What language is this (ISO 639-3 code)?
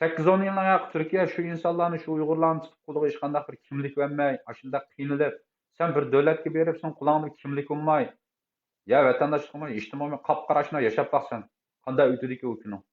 uig